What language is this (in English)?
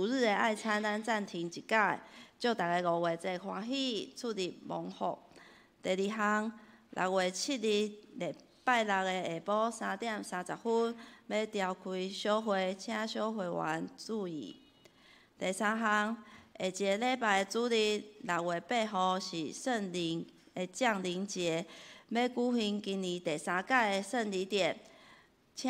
Min Nan Chinese